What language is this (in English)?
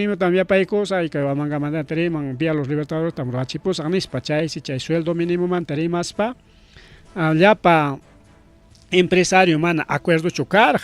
Ayacucho Quechua